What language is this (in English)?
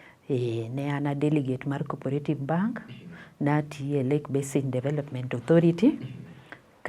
Luo (Kenya and Tanzania)